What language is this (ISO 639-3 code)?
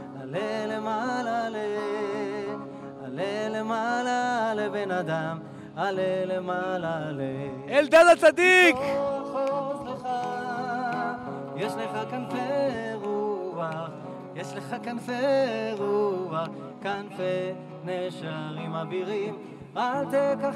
heb